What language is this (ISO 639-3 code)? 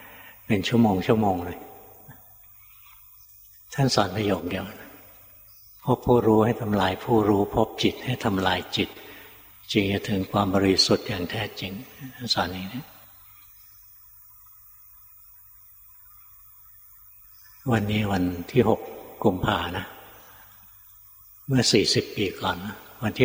tha